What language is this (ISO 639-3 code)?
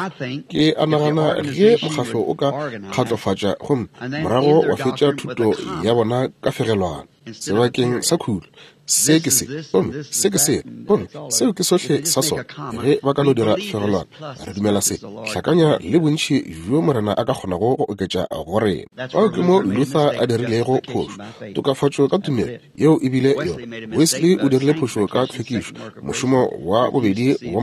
nso